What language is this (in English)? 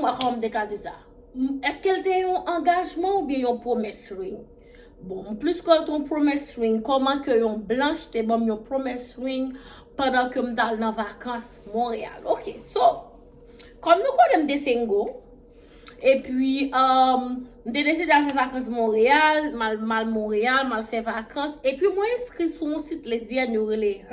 Haitian Creole